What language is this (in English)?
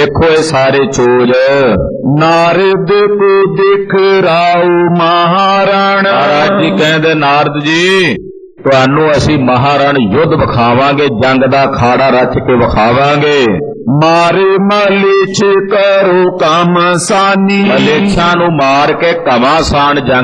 Punjabi